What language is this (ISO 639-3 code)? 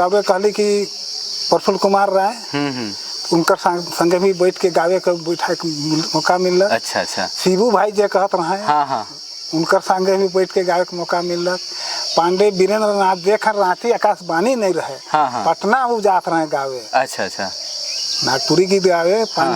sck